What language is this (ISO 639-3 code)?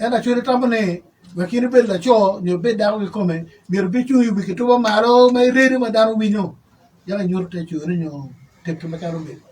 ach